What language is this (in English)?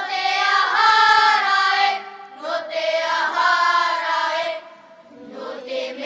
Tahitian